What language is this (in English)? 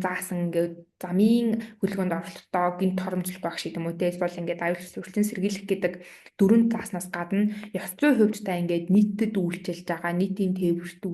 Mongolian